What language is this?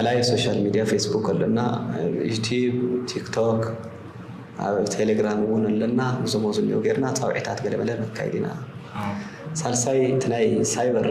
Tigrinya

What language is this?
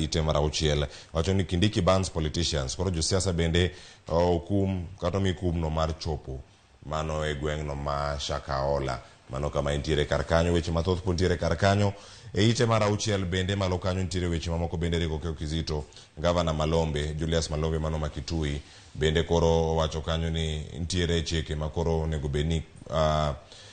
Luo (Kenya and Tanzania)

